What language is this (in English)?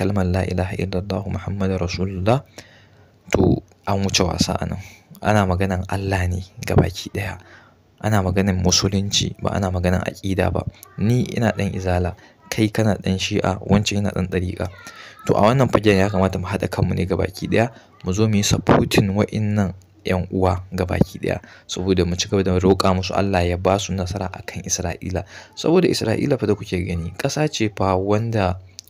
Hausa